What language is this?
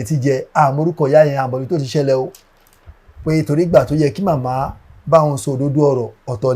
Yoruba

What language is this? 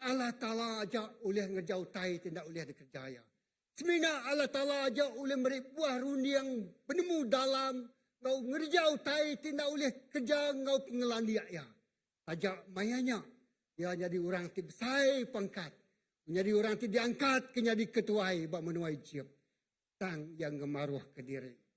Iban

